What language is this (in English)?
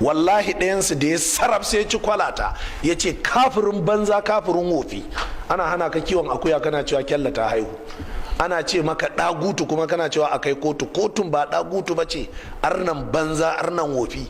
Hausa